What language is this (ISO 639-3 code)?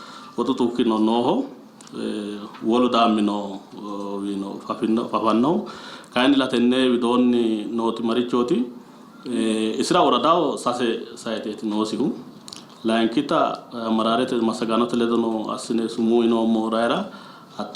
sid